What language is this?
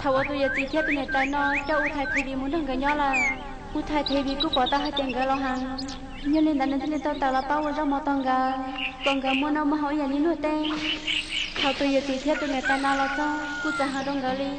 Hmong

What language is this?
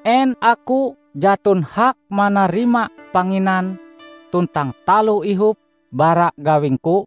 Ngaju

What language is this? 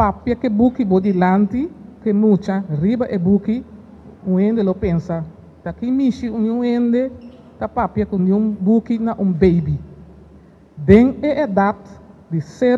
Papiamento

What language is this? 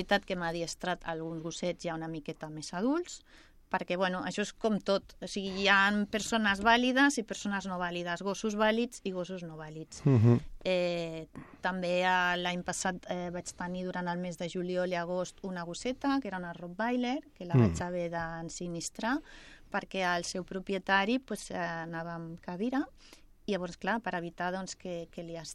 Catalan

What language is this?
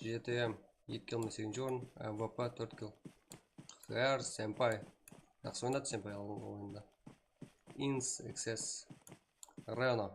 Kara-Kalpak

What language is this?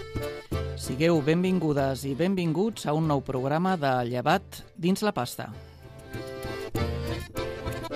Catalan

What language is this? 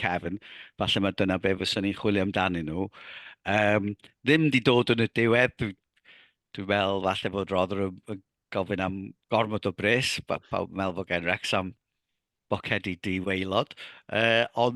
Welsh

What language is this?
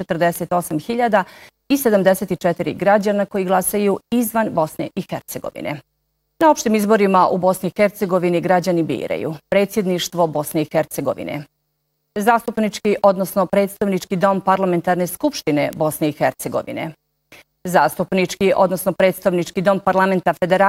Bosnian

